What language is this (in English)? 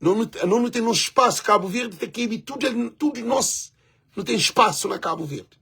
Kabuverdianu